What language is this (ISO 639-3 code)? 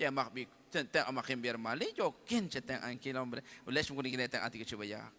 kek